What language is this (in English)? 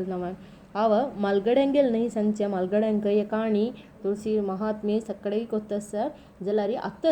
Konkani